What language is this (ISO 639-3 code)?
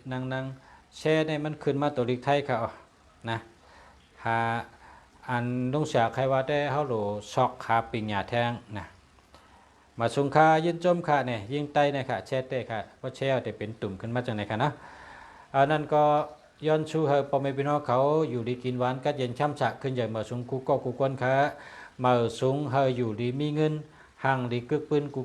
shn